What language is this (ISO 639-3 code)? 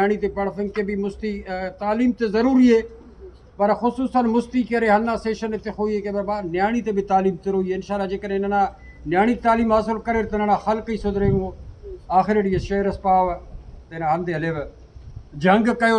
brh